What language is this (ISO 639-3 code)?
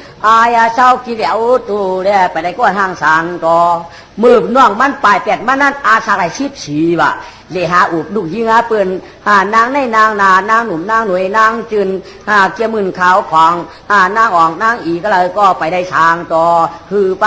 shn